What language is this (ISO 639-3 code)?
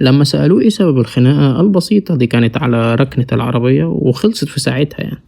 arz